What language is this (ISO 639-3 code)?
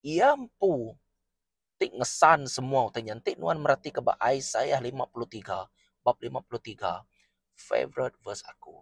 iba